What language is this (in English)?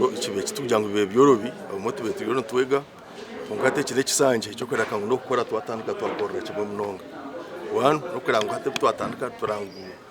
Nyankole